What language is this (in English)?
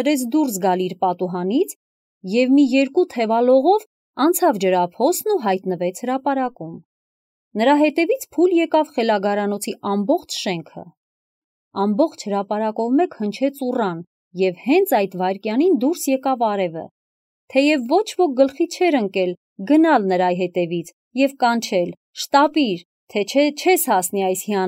Armenian